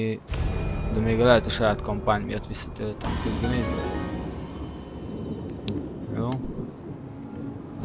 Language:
Hungarian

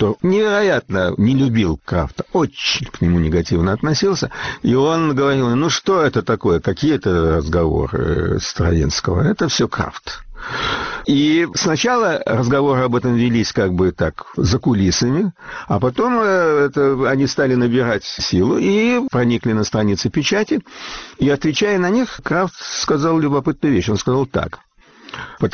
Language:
Russian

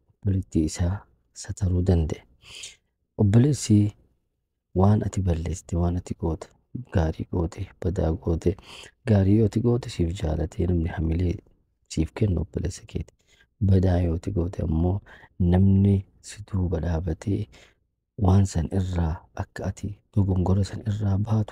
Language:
Oromo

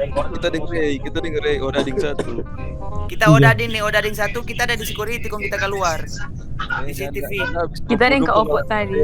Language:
Manado Malay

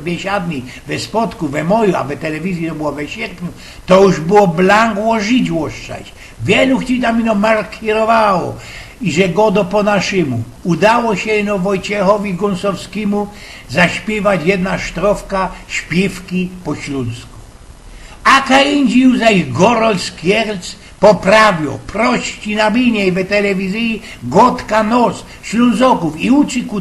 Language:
Silesian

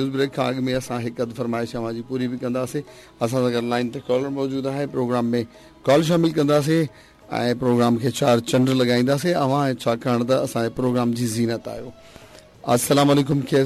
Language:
Sindhi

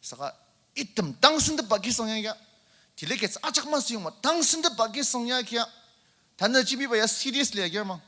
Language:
Ao Naga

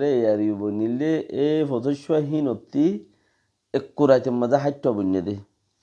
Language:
Rohingya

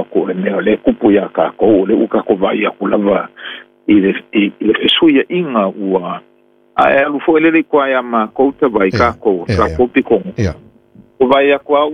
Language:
Samoan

